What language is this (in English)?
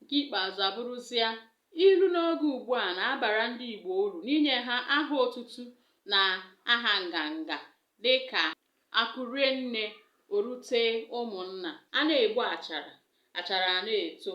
Igbo